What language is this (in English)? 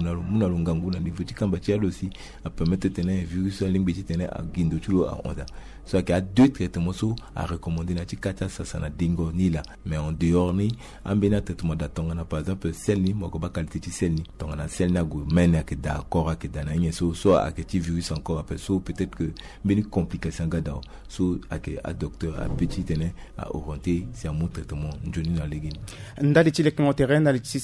Sango